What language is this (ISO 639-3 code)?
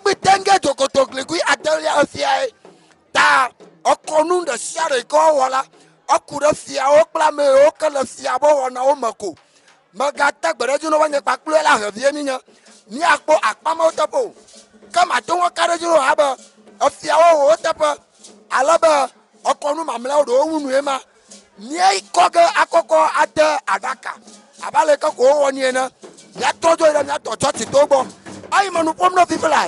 ewe